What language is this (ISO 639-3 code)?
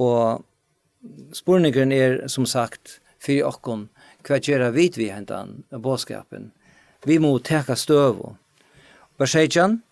fao